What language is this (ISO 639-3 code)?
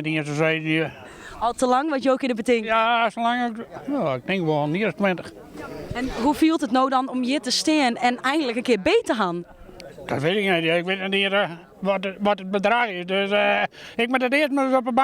fry